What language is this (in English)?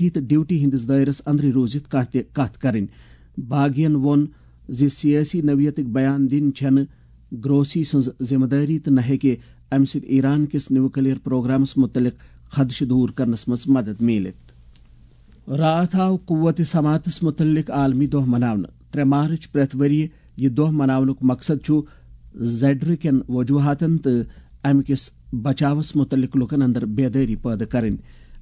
Kashmiri